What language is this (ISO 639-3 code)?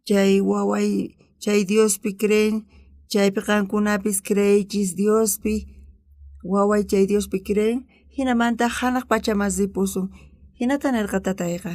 quh